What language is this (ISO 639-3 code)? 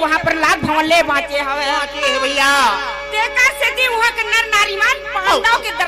hne